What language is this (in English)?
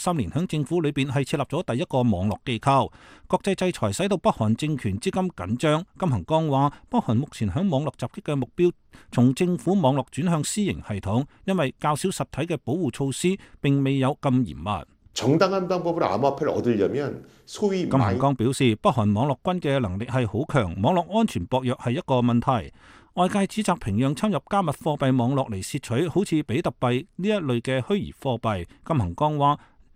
Cantonese